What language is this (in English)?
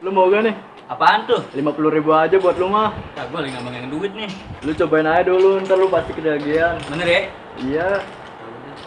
Betawi